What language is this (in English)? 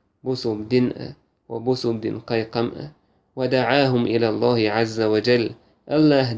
Chechen